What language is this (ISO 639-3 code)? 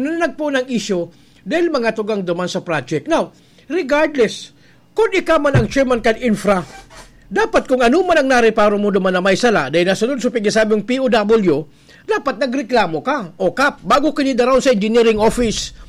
bik